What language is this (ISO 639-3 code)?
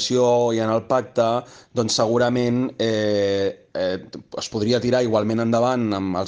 cat